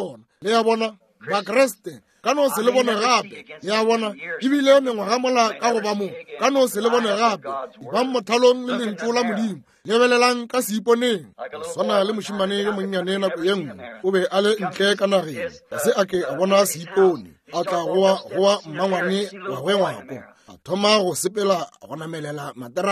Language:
Northern Sotho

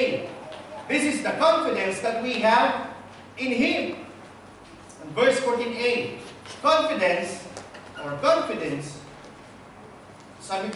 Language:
Filipino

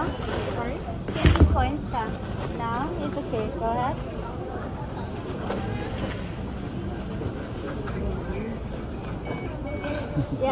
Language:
Filipino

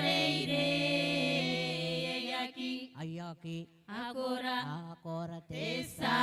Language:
Gilbertese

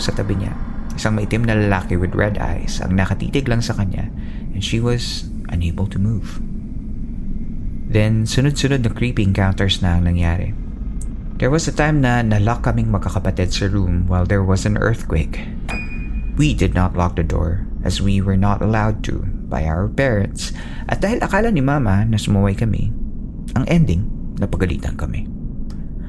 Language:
Filipino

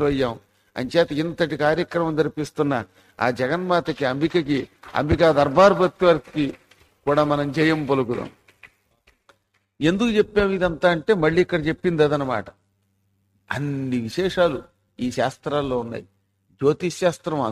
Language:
Telugu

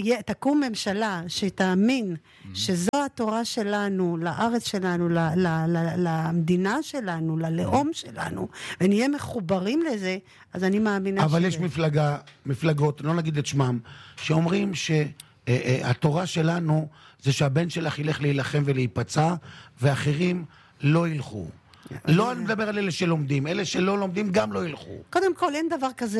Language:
Hebrew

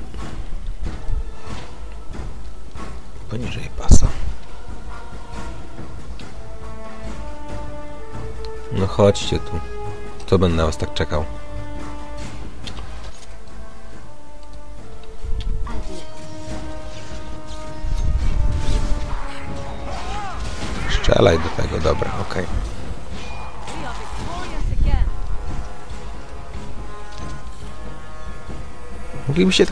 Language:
Polish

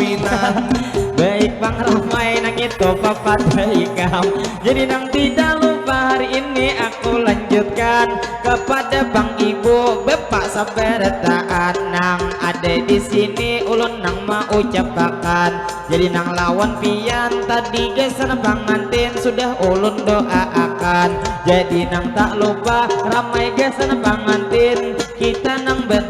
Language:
Banjar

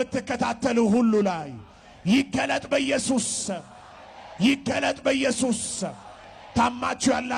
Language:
Amharic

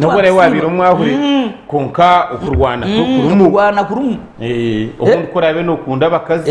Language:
Nyankole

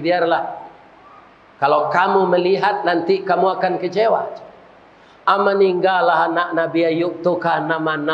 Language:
Minangkabau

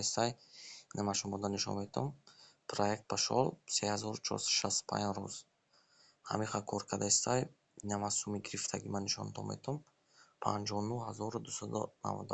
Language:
Tajik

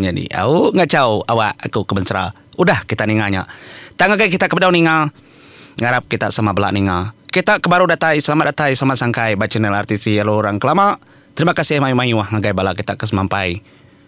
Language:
Iban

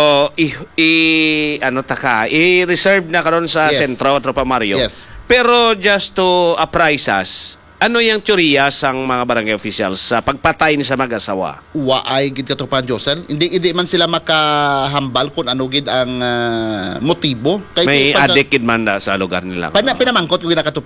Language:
Hiligaynon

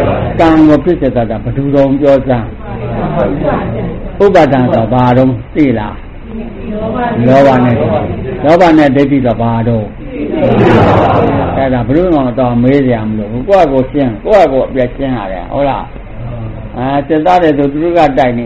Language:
Burmese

